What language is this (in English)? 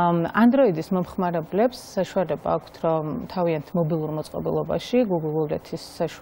Georgian